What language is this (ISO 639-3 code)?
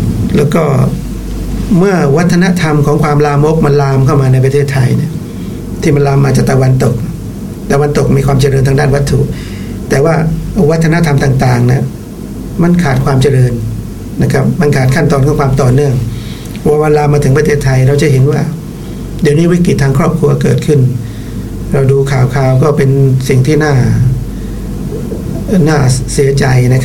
tha